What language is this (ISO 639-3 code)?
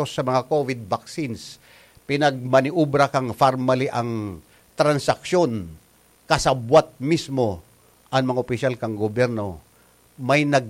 bik